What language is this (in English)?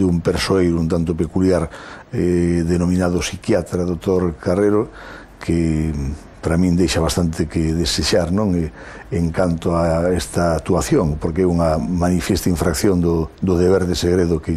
Galician